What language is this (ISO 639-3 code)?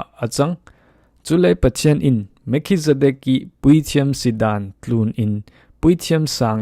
cfm